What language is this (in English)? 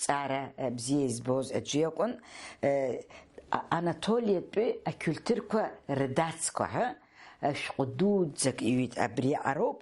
Abkhazian